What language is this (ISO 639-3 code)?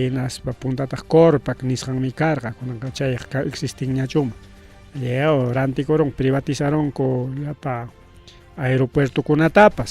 quy